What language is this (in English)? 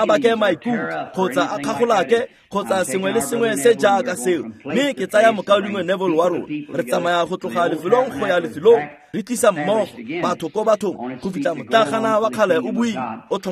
Tswana